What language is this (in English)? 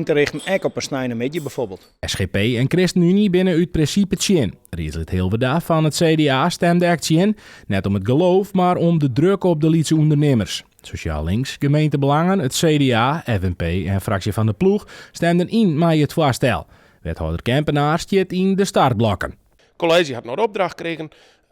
Western Frisian